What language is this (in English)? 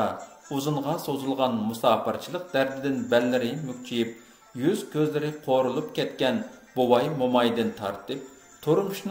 Uyghur